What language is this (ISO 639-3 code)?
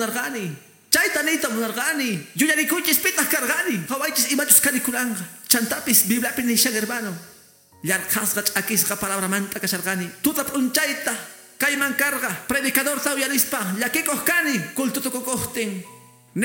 que